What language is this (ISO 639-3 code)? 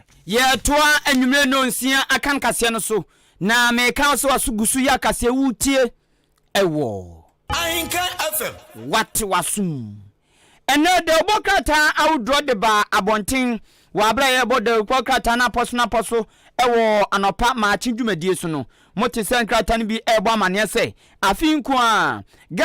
aka